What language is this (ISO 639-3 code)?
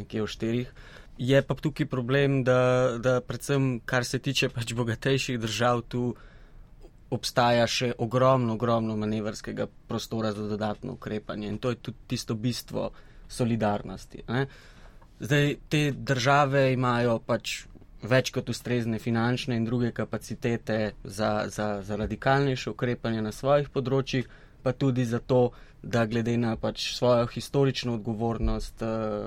slv